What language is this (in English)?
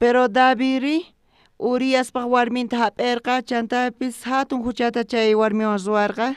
South Bolivian Quechua